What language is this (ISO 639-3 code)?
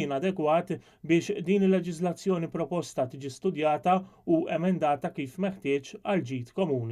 mlt